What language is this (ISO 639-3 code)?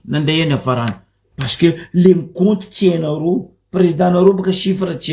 mlg